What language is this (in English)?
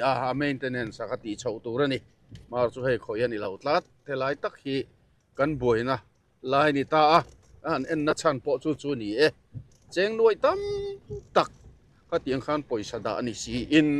Mizo